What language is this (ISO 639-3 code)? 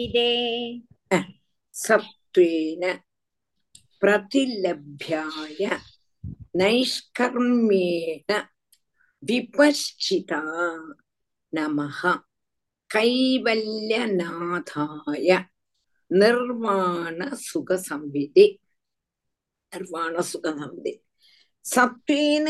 tam